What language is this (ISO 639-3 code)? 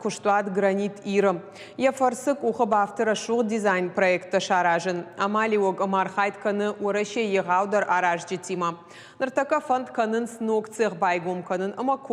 oss